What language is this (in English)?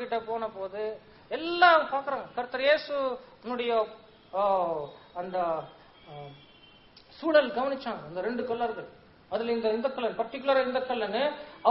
Tamil